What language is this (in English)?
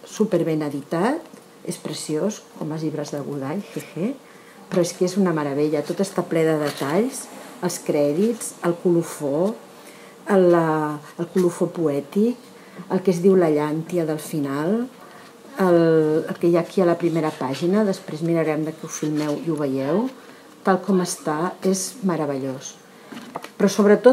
Catalan